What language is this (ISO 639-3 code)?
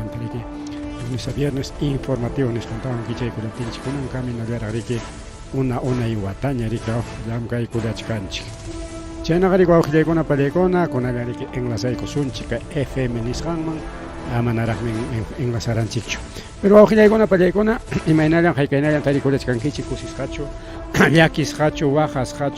quy